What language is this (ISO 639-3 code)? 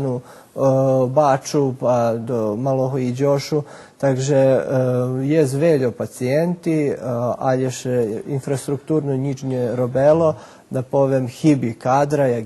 rue